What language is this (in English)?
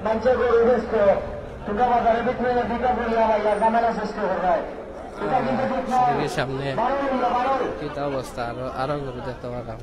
Sylheti